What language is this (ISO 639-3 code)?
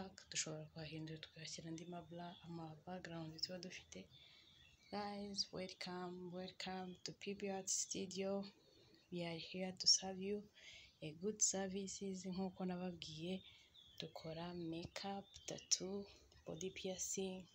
kin